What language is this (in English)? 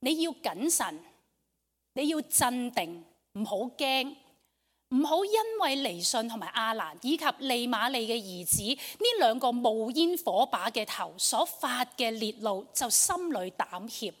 Cantonese